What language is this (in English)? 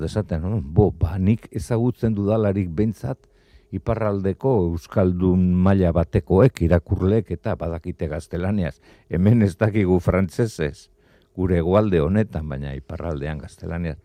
Basque